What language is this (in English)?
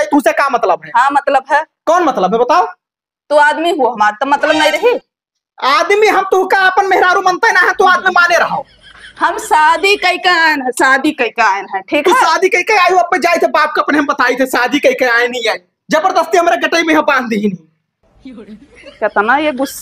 Awadhi